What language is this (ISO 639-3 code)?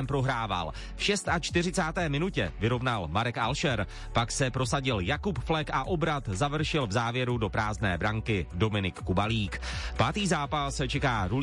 ces